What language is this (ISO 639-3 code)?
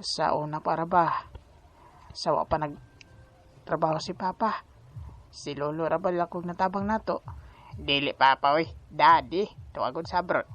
ceb